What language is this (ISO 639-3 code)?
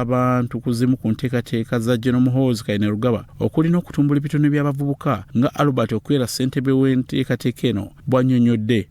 lug